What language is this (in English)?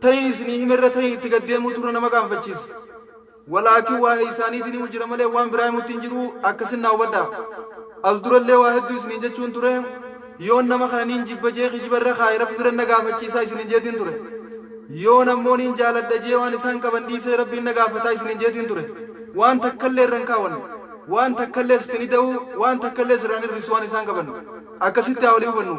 Oromo